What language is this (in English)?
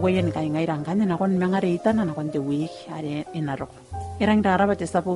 Gilbertese